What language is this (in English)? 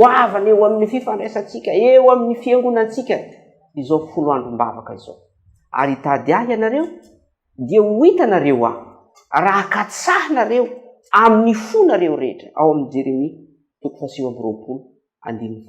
Malagasy